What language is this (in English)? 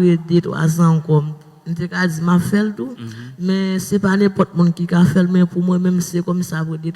Haitian Creole